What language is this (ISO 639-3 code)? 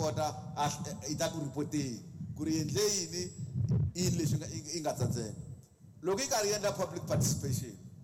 tso